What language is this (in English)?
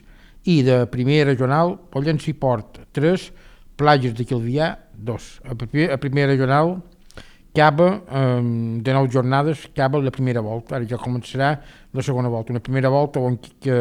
Catalan